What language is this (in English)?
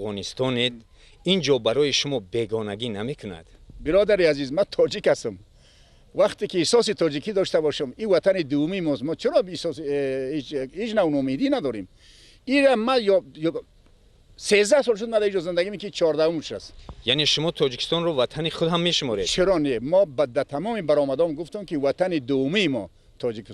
Persian